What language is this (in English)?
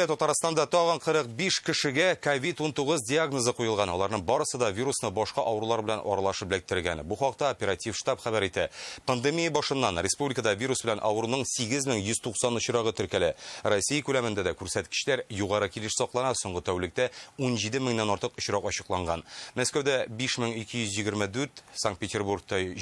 Tatar